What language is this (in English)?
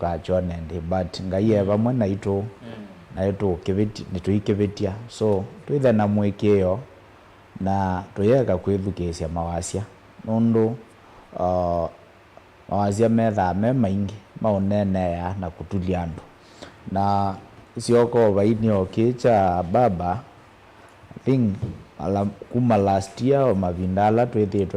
Kamba